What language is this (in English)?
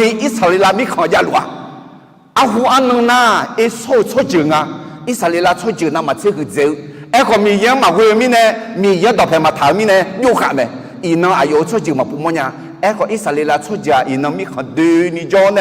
Akha